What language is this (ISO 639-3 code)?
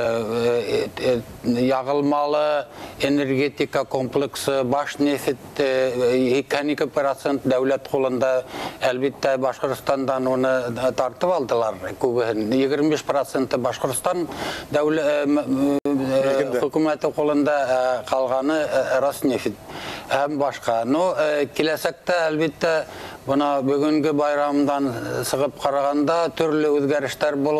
bak